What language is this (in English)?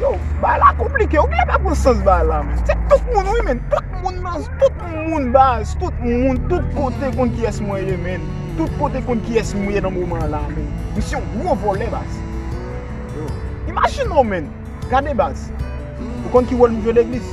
Haitian Creole